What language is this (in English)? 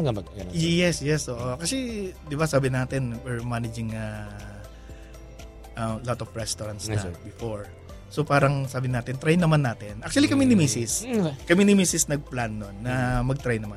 Filipino